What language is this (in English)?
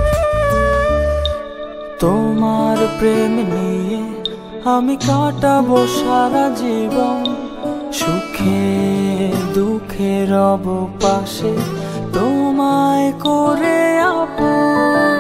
Bangla